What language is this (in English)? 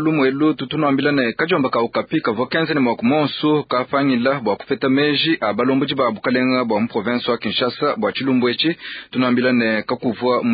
Luba-Lulua